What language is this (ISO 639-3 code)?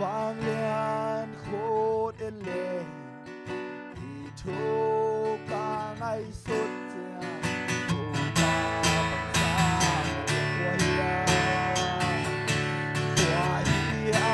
ctd